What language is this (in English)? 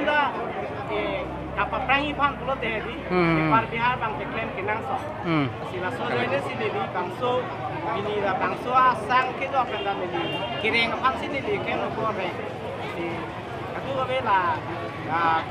Karbi